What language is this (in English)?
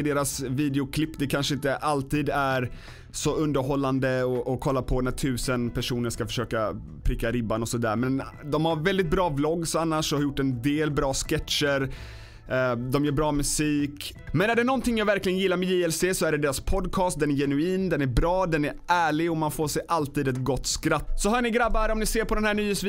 Swedish